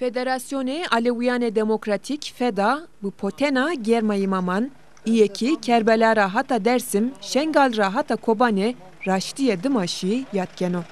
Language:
Zaza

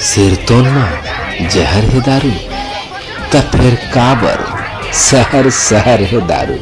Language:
Chhattisgarhi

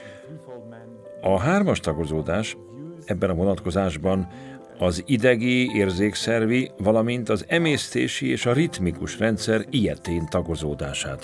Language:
Hungarian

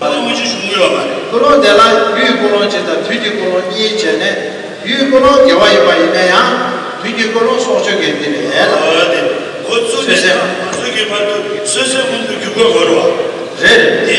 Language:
Tibetan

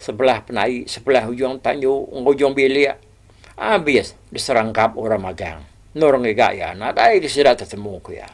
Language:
Iban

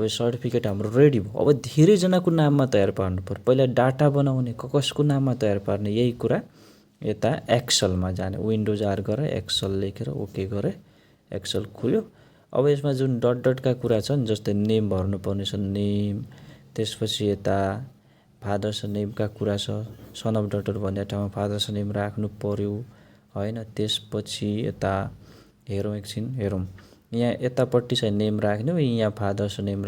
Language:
Nepali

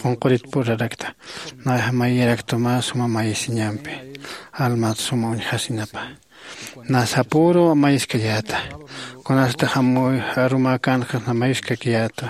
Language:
Aymara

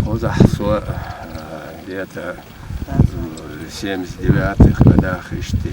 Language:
Chechen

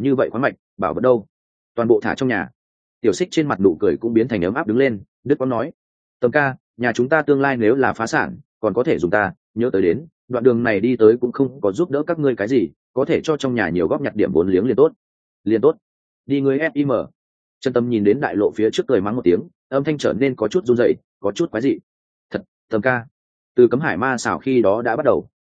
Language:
Vietnamese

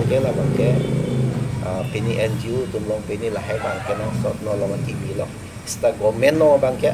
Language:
Karbi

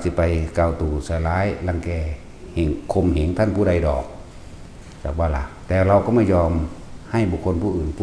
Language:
Northeastern Thai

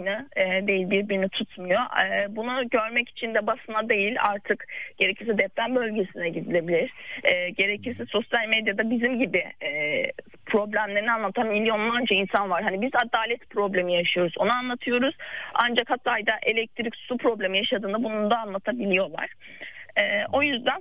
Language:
Turkish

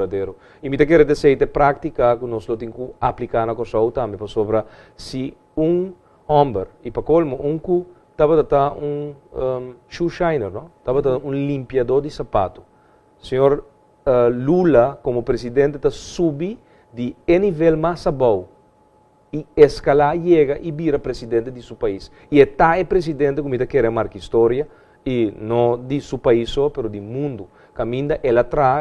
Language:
Papiamento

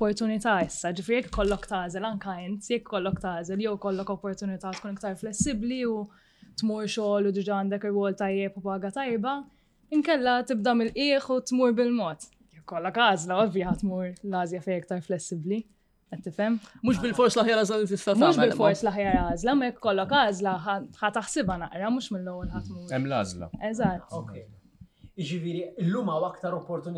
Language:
Maltese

